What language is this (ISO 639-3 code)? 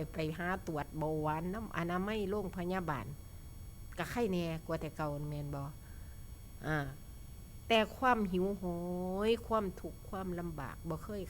tts